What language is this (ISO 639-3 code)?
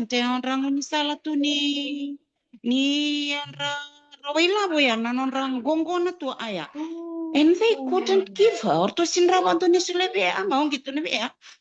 fij